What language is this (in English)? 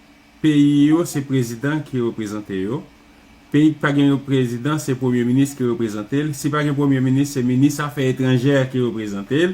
Haitian Creole